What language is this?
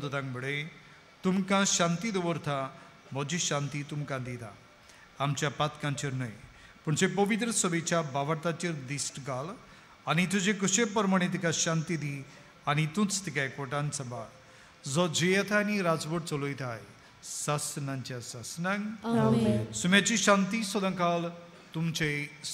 Konkani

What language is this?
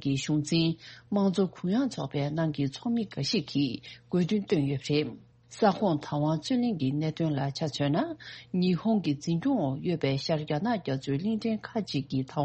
Tibetan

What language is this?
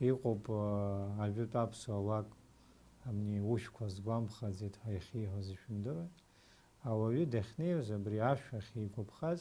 Abkhazian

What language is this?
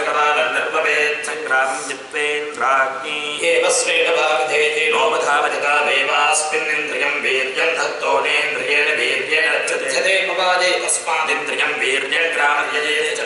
Sanskrit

